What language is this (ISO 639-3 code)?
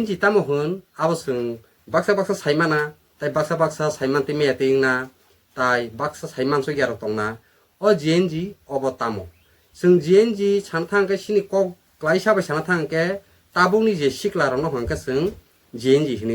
trp